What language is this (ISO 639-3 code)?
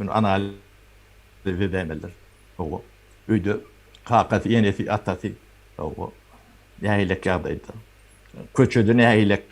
tuk